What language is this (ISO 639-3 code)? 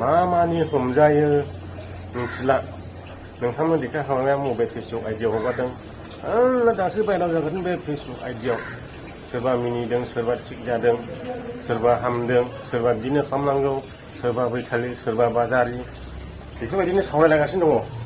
brx